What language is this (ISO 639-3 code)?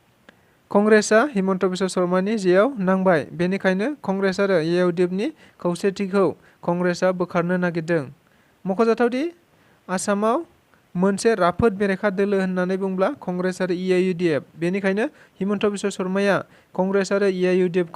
brx